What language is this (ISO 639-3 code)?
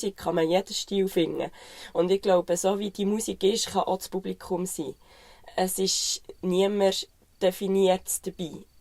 gsw